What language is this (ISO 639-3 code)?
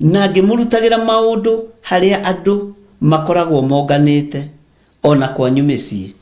kik